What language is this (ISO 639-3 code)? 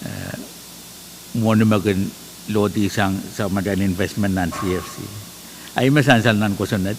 pon